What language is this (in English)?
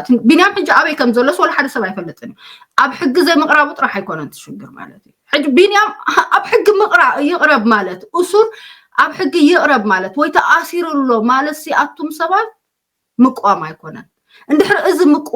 Tigrinya